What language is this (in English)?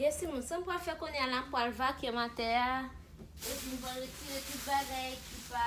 Haitian Creole